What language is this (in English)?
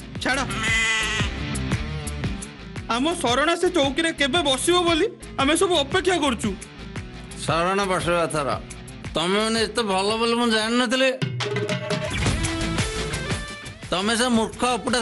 Odia